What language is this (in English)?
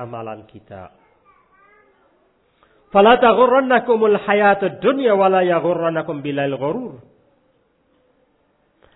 Indonesian